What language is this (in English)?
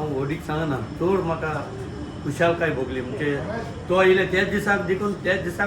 Konkani